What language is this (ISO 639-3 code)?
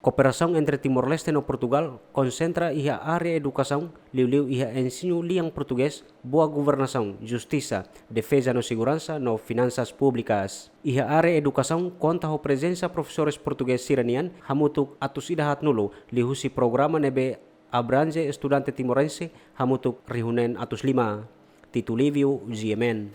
tet